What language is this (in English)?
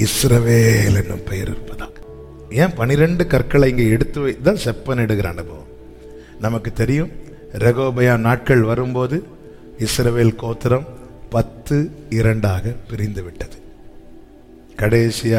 Tamil